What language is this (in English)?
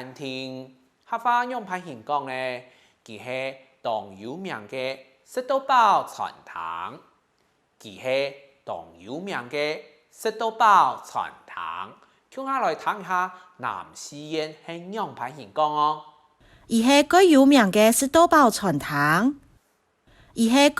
Hakka Chinese